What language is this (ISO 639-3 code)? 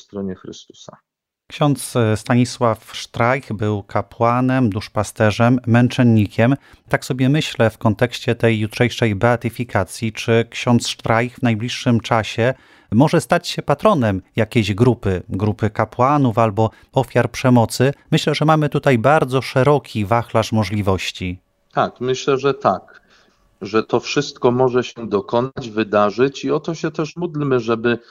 pol